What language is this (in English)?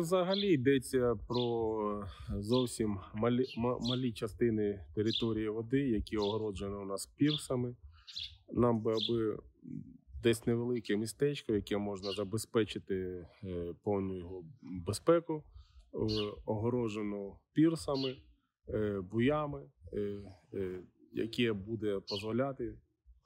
Ukrainian